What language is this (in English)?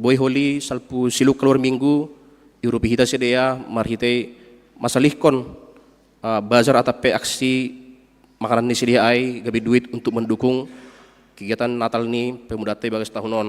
Batak Simalungun